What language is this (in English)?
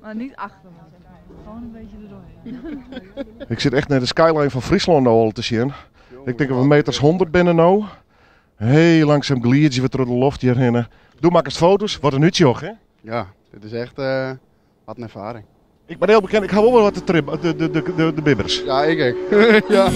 Western Frisian